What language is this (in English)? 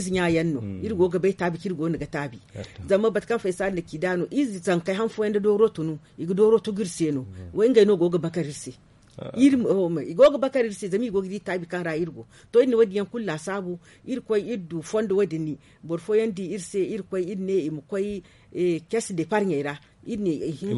Zarma